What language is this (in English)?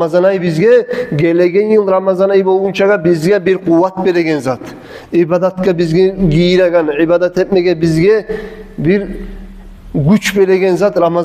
Kumyk